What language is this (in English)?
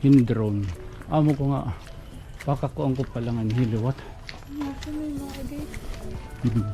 Waray